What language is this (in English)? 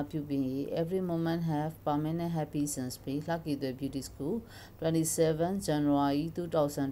Burmese